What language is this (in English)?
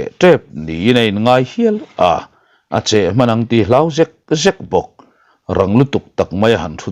Mizo